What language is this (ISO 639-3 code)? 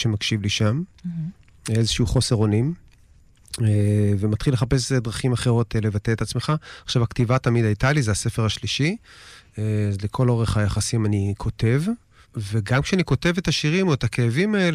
heb